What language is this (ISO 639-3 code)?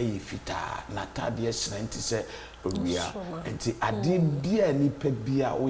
aka